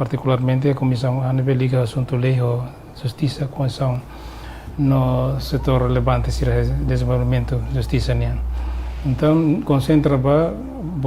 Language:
Tetum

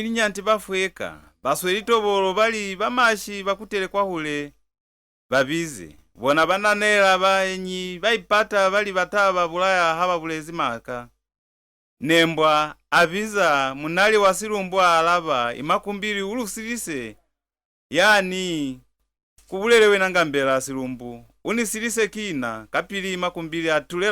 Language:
Lozi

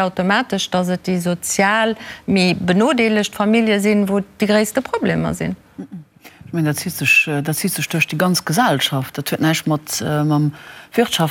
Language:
Luxembourgish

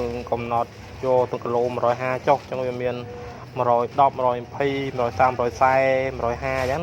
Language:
Khmer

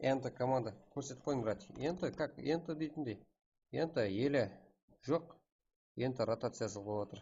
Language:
Kara-Kalpak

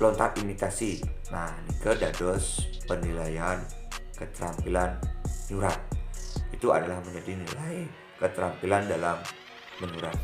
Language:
Balinese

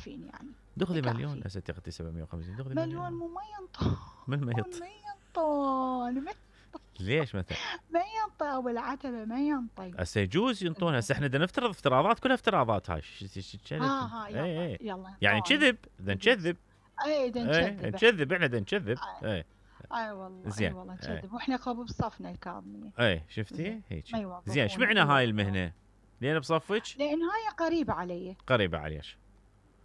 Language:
Mesopotamian Arabic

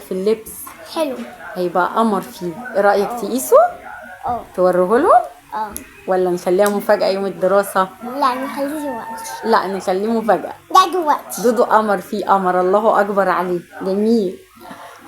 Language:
Egyptian Arabic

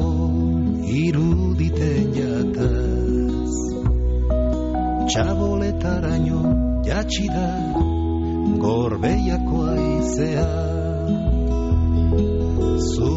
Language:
Basque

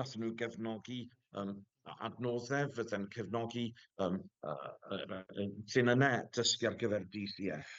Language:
Welsh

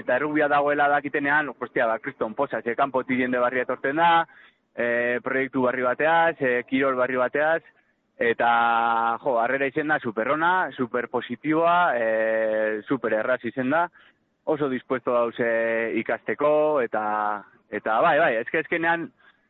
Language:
Basque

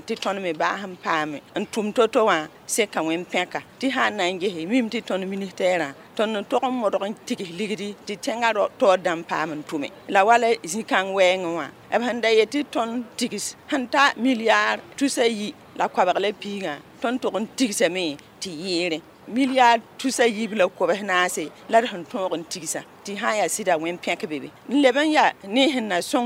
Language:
Mossi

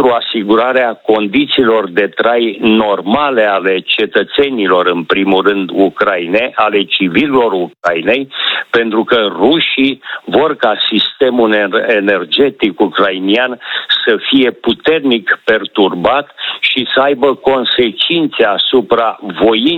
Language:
Romanian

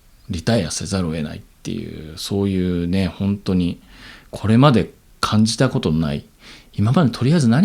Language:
Japanese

